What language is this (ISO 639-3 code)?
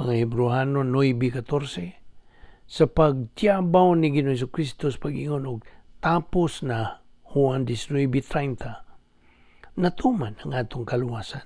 ceb